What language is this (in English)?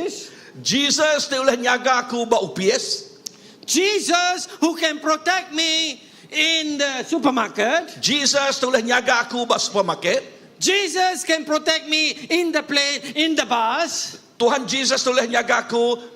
Iban